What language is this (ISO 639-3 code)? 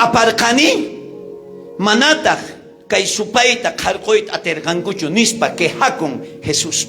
quh